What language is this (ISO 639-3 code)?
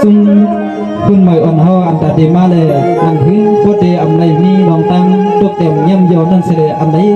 shn